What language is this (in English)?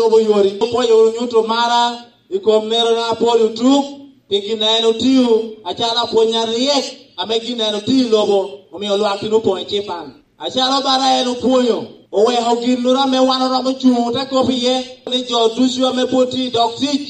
Lango (Uganda)